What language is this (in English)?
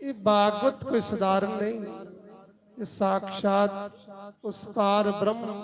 Dogri